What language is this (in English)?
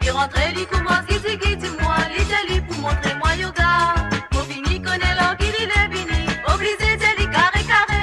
Morisyen